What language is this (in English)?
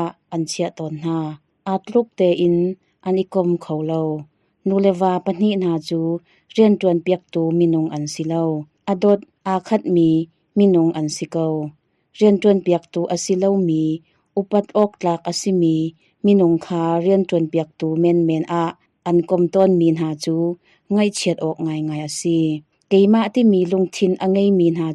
Hakha Chin